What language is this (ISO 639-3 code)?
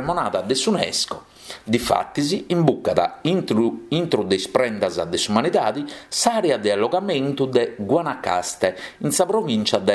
srd